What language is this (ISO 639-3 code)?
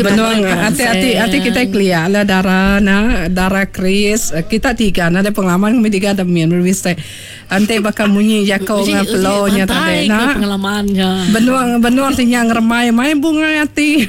iba